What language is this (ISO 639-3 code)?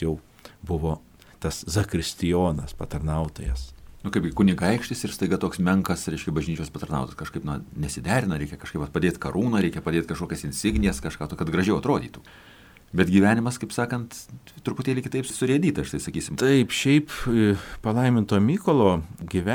lit